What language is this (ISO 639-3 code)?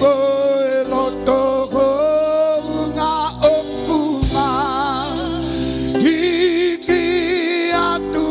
ton